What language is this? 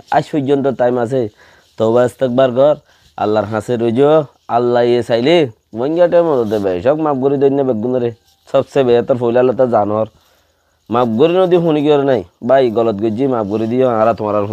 Rohingya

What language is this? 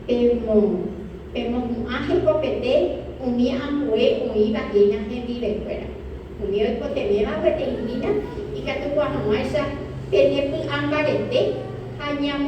Guarani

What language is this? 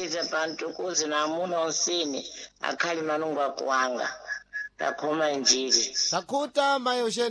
Sena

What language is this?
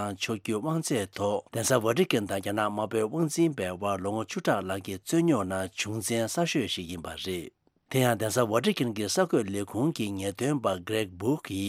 Tibetan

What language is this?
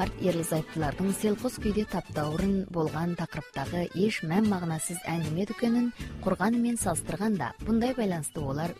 Kazakh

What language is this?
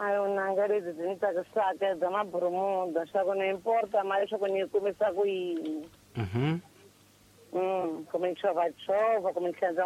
Tsonga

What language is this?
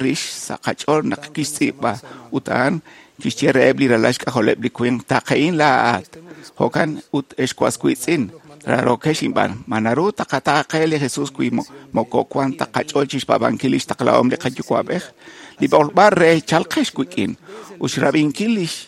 Kekchí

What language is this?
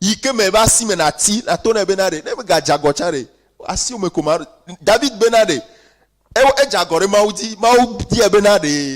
Ewe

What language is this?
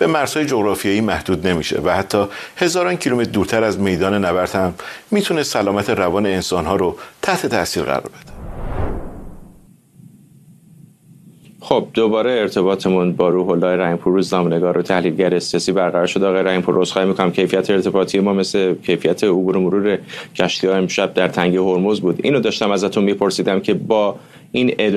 Persian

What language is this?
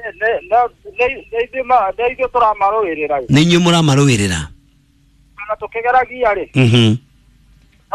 Kikuyu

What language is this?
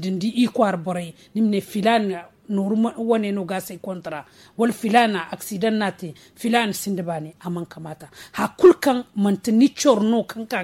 Zarma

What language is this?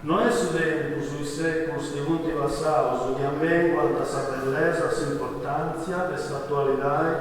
Sardinian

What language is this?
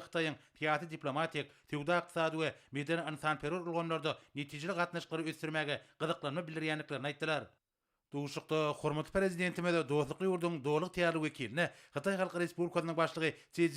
Turkmen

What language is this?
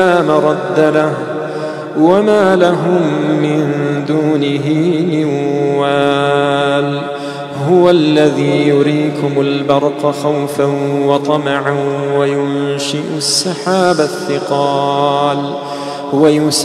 Arabic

